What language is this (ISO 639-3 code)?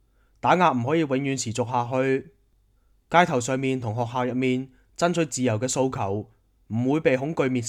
yue